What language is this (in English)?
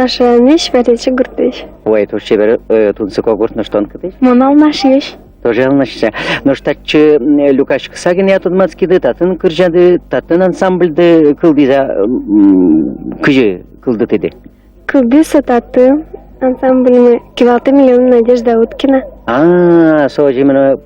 Udmurt